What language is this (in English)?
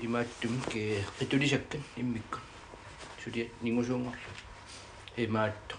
Kalaallisut